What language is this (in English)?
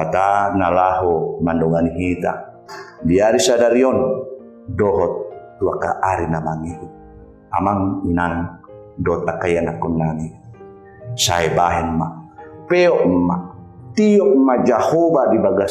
Batak Toba